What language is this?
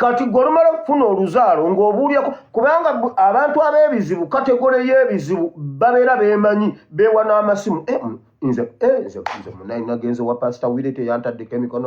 Ganda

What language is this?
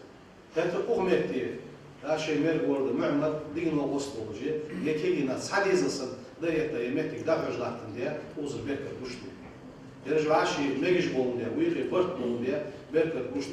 Ingush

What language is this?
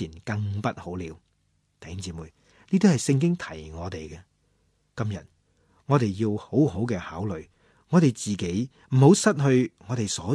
Cantonese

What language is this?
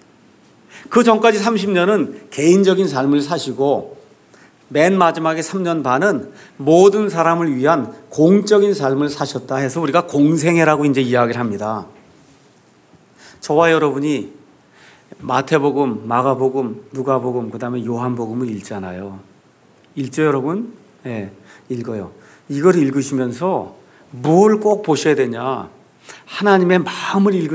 Korean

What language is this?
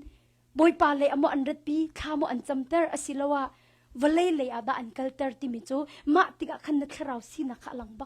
Hakha Chin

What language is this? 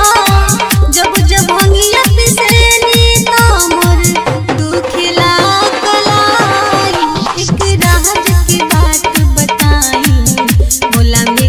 Bhojpuri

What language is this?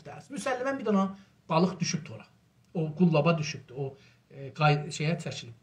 South Azerbaijani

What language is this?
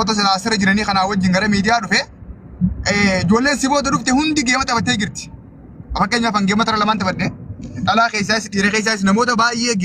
Oromo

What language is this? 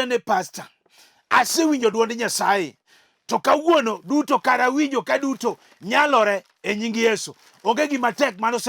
Luo (Kenya and Tanzania)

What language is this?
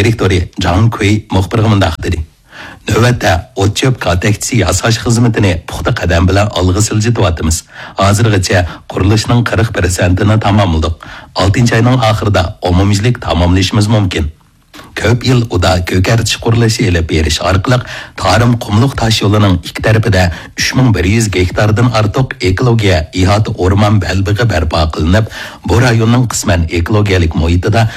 Uyghur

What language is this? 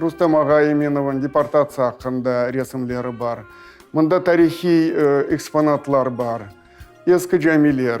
Crimean Tatar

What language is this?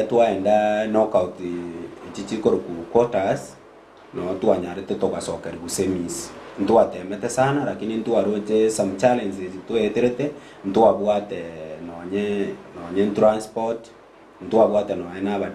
Gusii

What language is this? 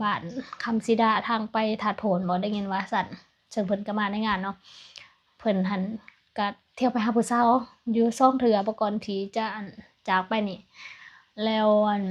Lao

